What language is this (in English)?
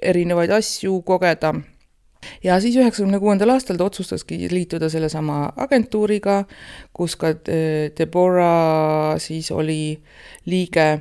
Estonian